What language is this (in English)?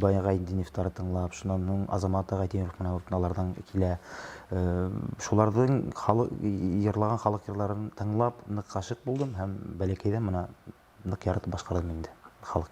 Bashkir